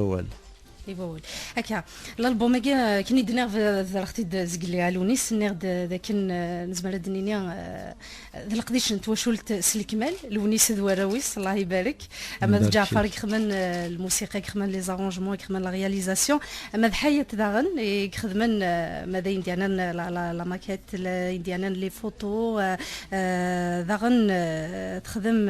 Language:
Kabyle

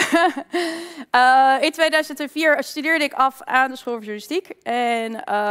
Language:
Dutch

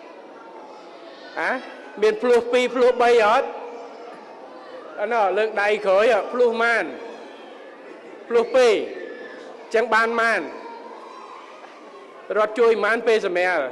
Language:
Khmer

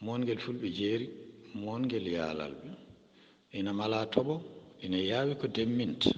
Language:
Fula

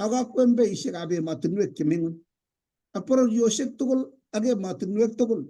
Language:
Kalenjin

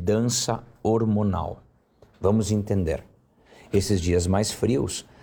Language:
Portuguese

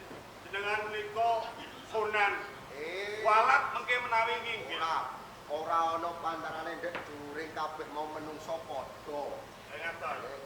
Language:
Javanese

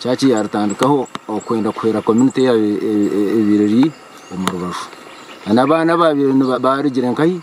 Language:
Nyankole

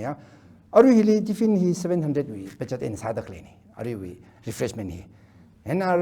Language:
Tangkhul Naga (India)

